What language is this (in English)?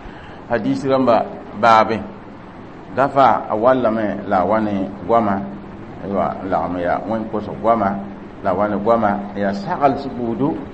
Mossi